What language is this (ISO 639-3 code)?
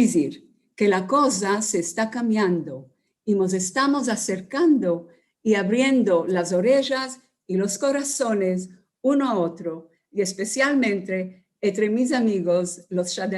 lad